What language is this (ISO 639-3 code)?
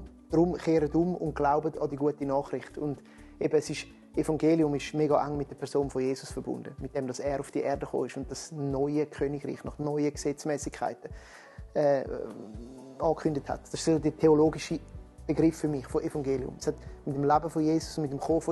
gsw